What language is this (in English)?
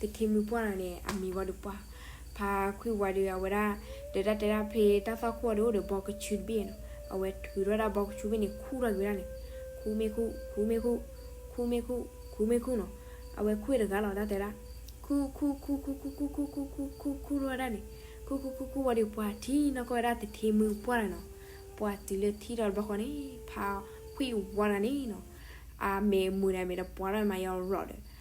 S'gaw Karen